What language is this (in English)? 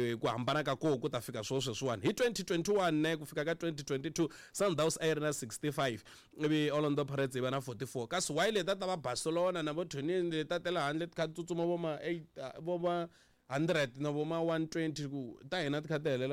Tsonga